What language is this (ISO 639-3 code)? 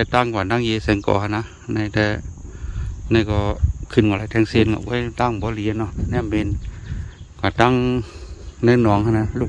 shn